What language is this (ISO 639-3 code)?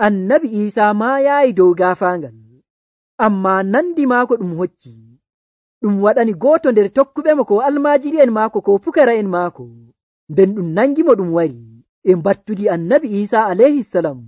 fuv